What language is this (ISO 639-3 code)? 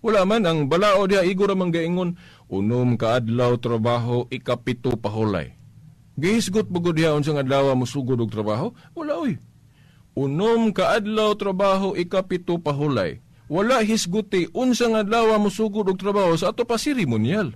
ceb